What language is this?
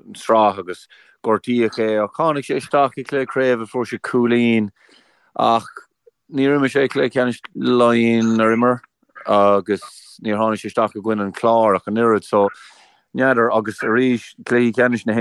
Irish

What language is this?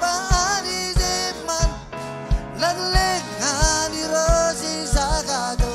Marshallese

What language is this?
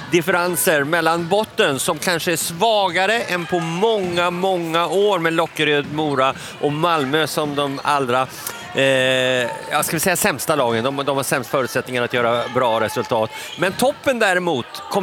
Swedish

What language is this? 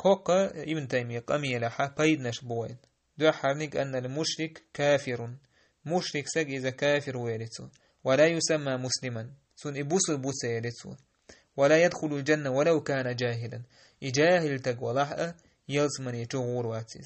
Chechen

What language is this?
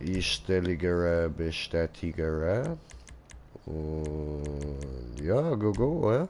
Swiss German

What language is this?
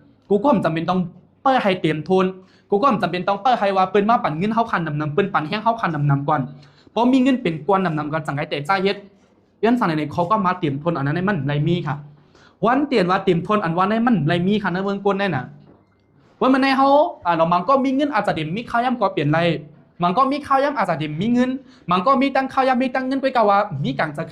Shan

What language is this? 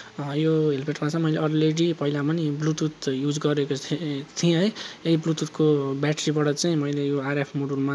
Nepali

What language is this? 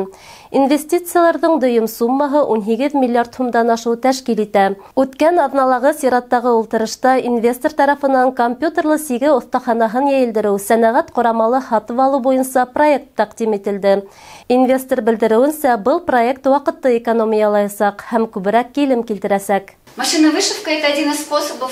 Bashkir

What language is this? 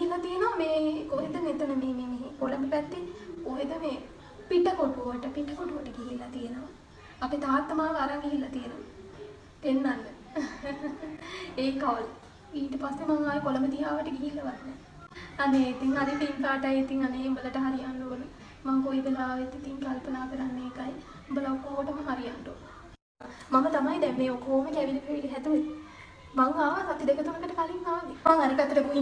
Sinhala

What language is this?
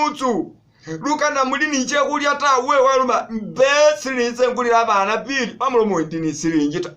Masaaba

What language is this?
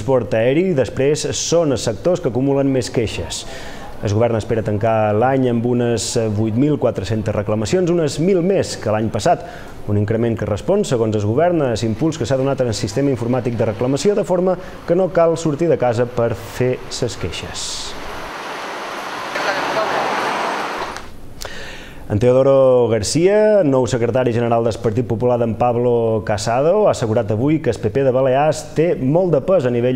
Catalan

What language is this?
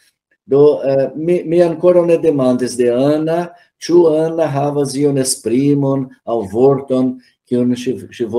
Esperanto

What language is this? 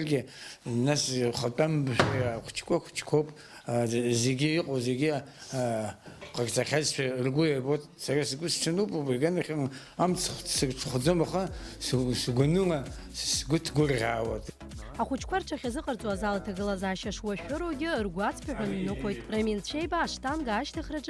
Abkhazian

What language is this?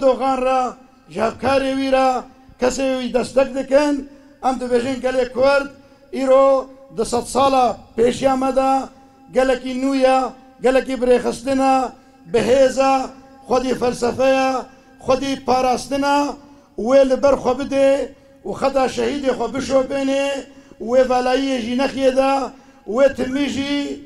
Kurdish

